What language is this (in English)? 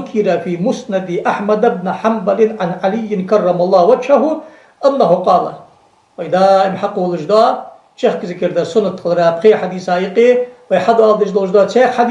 Ingush